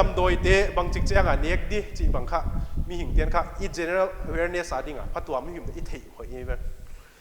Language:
Paite Chin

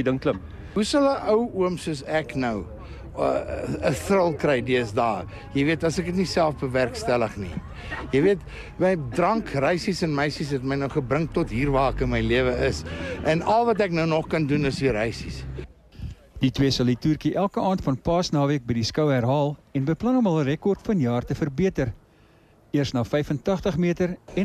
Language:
Afrikaans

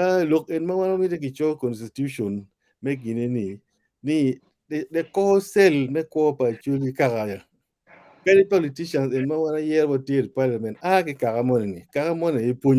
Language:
Acoli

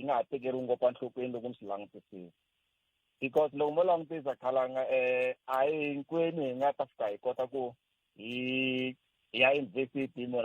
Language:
Tsonga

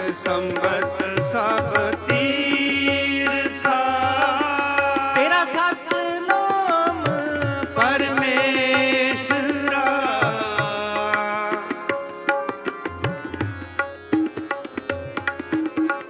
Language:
Punjabi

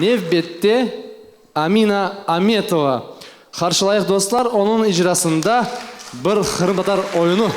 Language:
Crimean Tatar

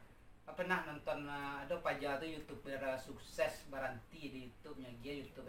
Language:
Minangkabau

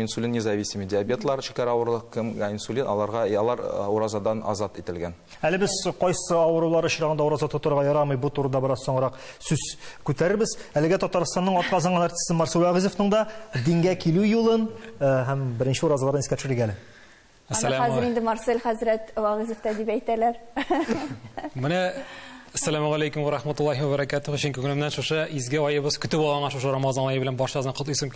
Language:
Tatar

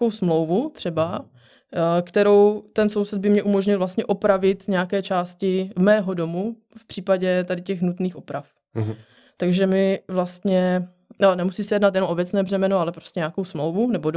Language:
Czech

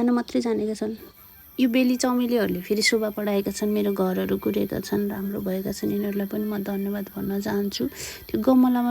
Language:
Nepali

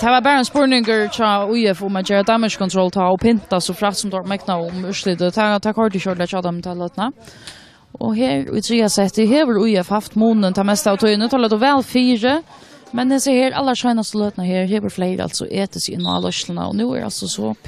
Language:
Faroese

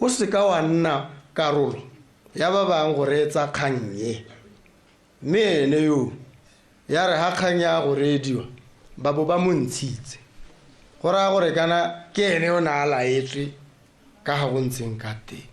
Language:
Tswana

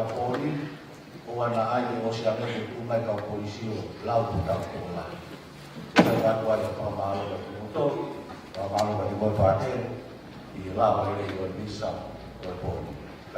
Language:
Tongan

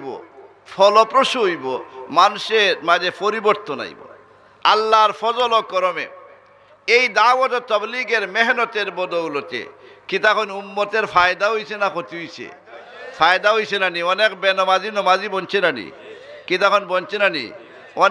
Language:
Sylheti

